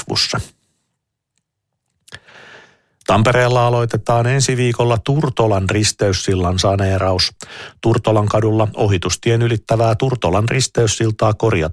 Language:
Finnish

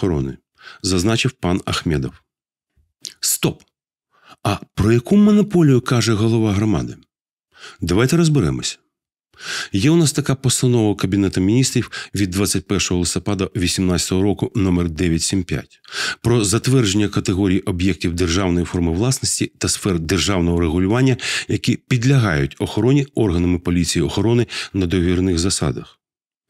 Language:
Ukrainian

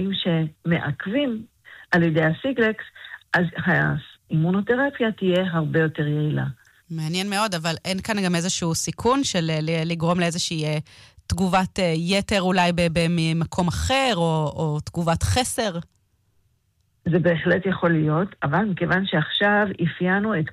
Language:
Hebrew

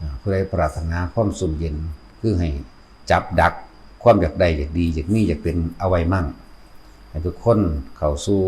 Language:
Northeastern Thai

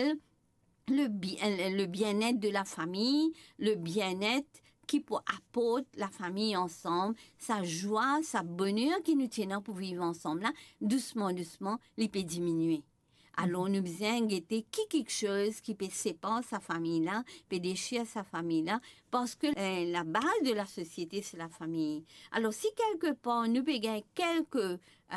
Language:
Morisyen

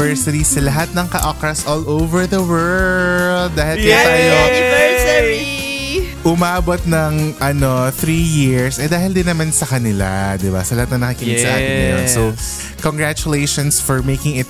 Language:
Filipino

